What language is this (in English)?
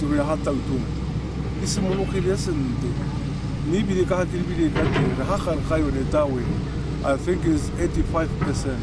Tswana